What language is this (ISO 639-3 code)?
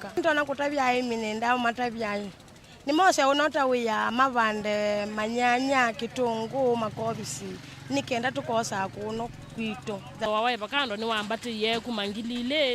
kam